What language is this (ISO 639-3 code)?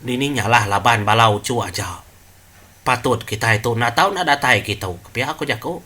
iba